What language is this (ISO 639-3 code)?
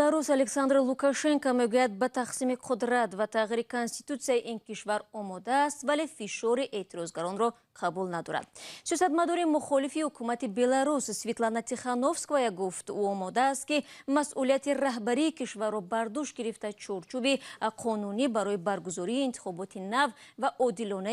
tgk